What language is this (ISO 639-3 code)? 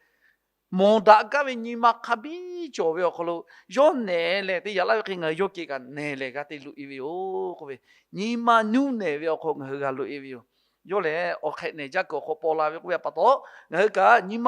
lhu